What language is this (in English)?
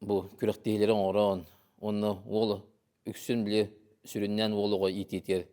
Yakut